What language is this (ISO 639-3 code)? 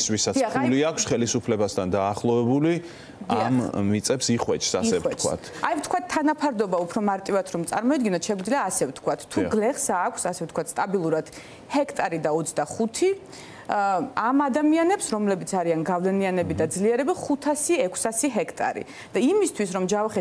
kat